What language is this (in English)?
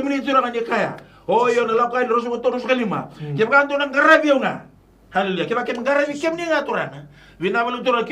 Fijian